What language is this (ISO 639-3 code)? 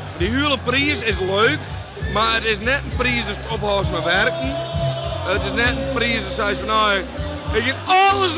fry